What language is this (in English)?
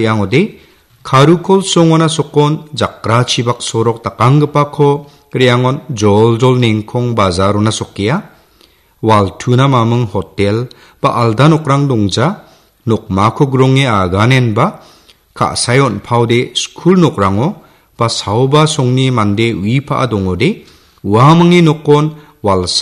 Garo